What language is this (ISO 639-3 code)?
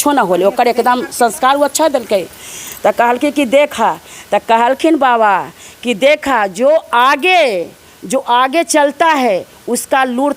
mag